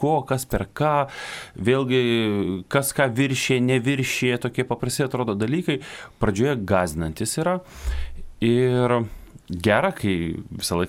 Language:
Lithuanian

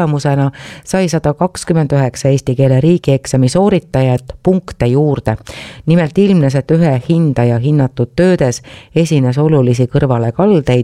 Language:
Estonian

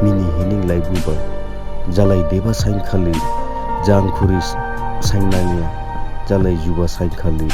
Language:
Dimasa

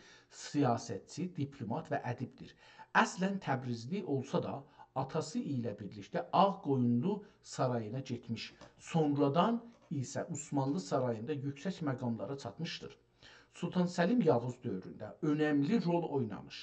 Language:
South Azerbaijani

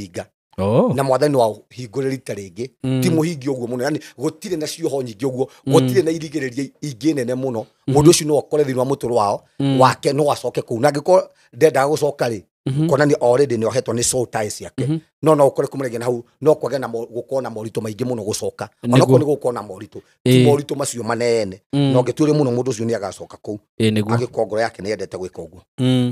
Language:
Kikuyu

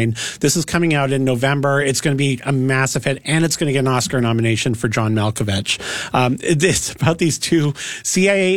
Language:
English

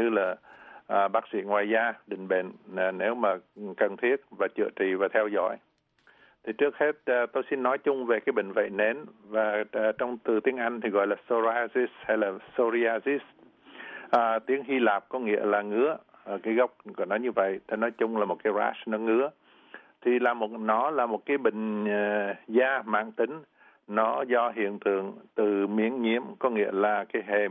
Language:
Vietnamese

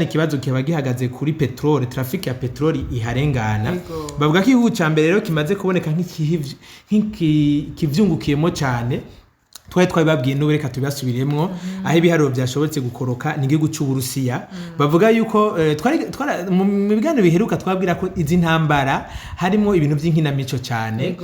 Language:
Rundi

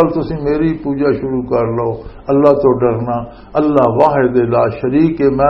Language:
Western Panjabi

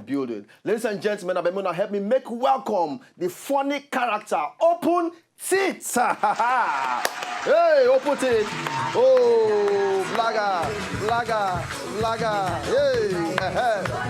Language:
Nigerian Pidgin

